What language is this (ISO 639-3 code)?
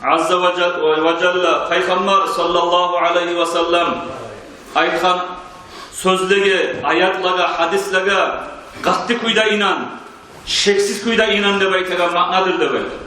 kum